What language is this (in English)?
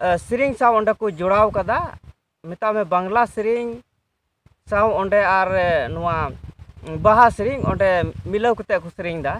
Santali